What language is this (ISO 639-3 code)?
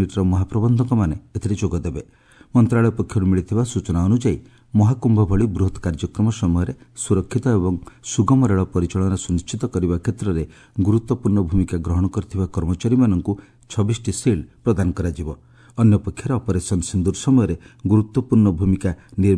ori